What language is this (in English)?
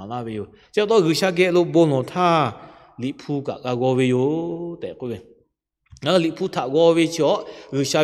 Lahu